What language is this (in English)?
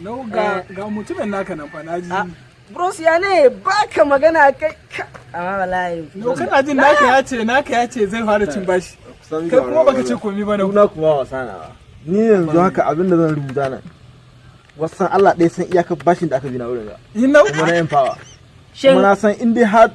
Hausa